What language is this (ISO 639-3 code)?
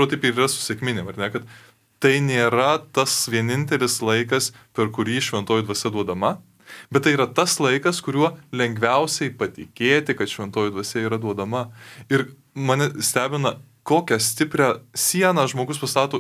lit